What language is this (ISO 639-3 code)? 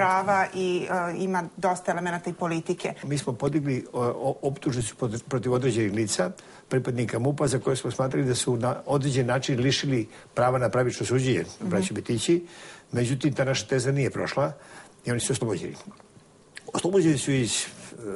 srp